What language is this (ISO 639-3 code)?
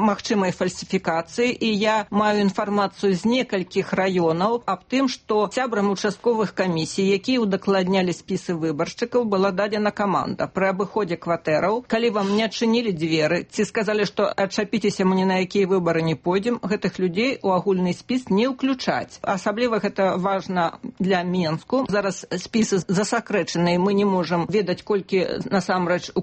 bel